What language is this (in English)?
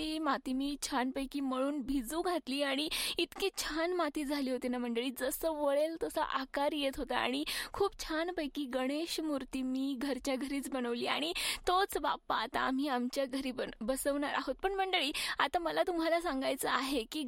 Marathi